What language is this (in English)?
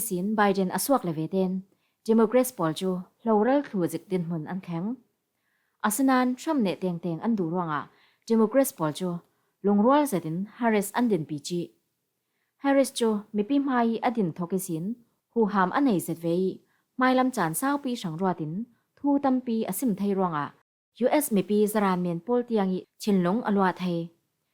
Falam Chin